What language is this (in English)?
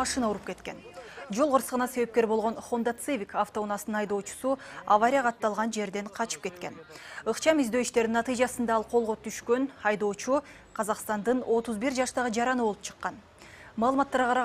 Kyrgyz